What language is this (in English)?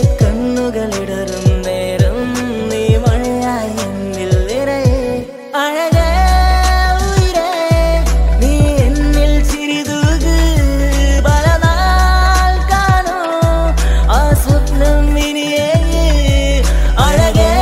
Malayalam